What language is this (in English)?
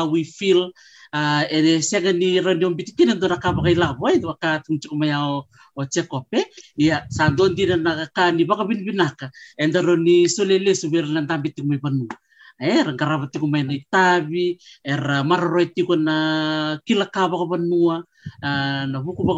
Fijian